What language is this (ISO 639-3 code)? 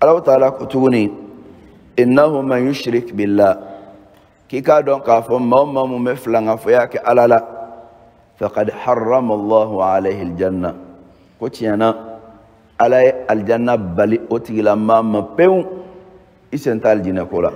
bam